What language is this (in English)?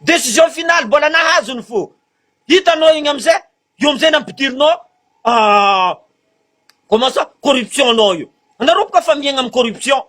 Malagasy